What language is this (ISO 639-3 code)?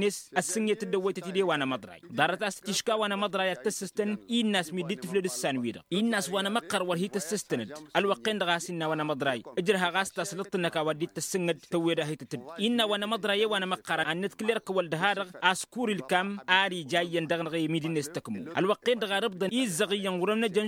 taq